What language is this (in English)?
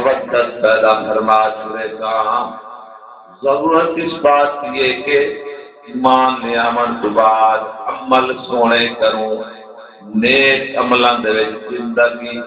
Saraiki